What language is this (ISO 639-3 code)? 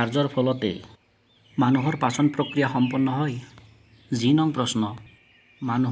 asm